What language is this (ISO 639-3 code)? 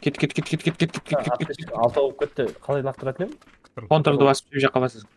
kaa